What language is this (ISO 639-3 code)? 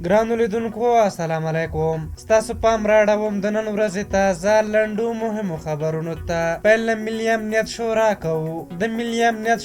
pus